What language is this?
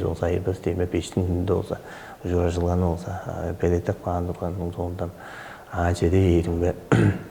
Tuvinian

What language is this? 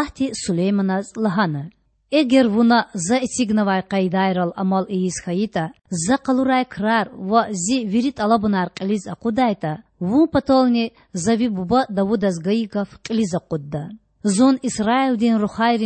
Lezghian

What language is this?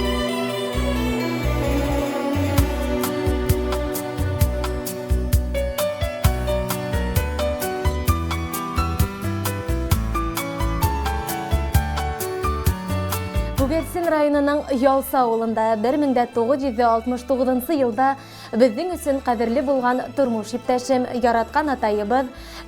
Bashkir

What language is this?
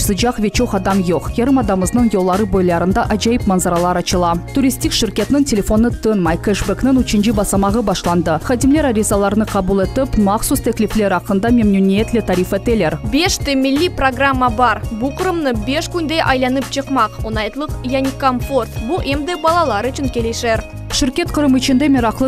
Crimean Tatar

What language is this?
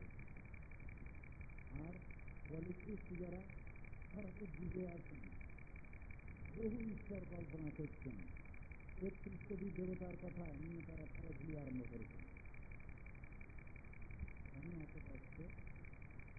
Bangla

